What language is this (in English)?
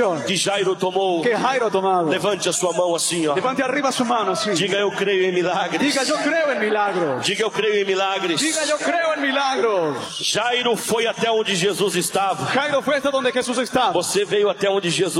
Portuguese